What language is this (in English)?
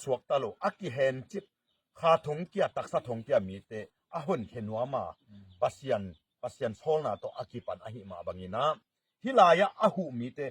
Tedim Chin